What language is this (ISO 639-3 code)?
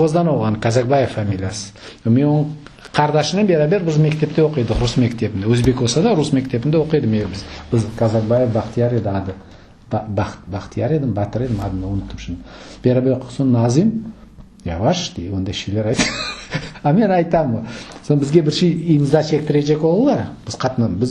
crh